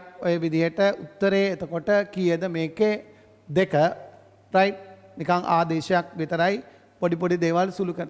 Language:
Sinhala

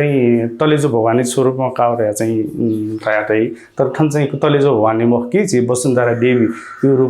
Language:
Newari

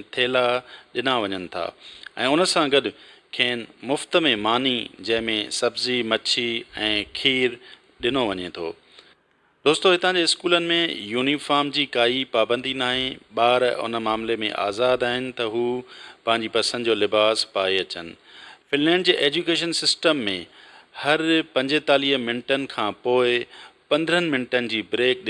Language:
Sindhi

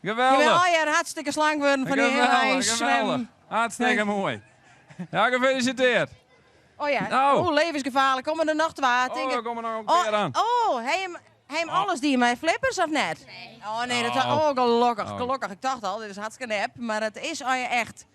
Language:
Western Frisian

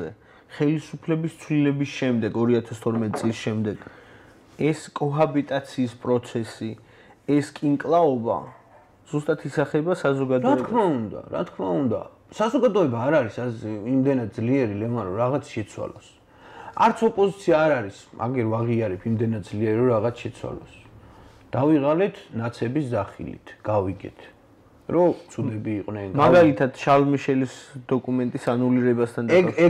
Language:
Georgian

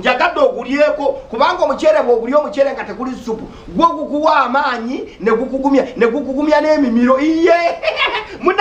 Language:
Ganda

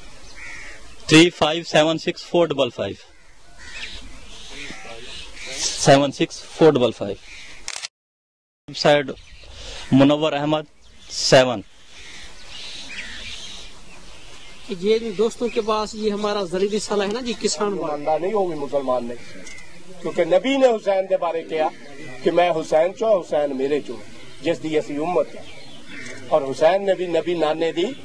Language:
Urdu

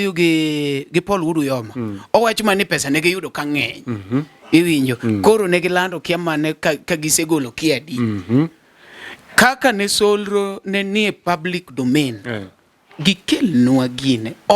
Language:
Luo (Kenya and Tanzania)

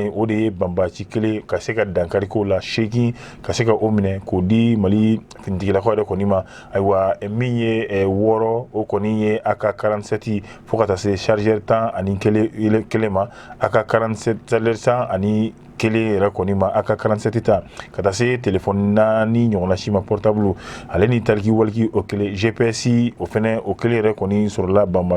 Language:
Bambara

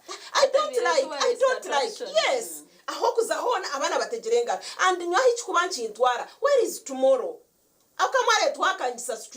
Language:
Nyankole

